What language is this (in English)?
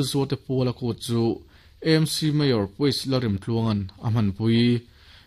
Mizo